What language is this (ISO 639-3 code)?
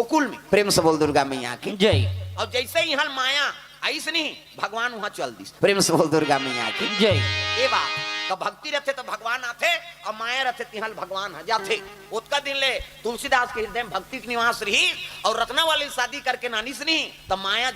hne